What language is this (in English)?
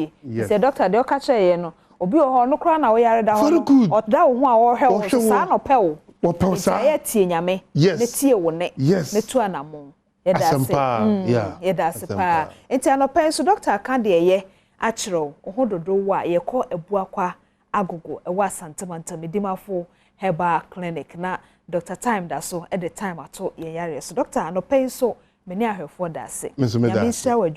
Akan